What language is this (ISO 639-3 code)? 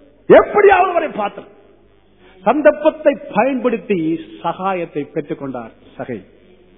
tam